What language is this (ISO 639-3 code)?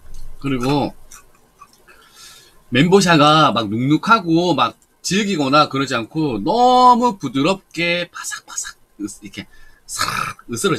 kor